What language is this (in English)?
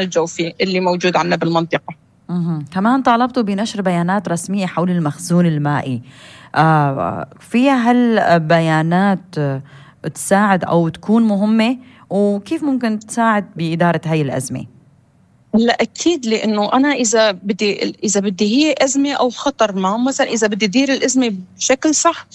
North Levantine Arabic